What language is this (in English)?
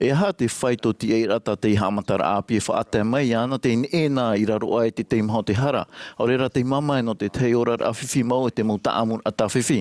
Tahitian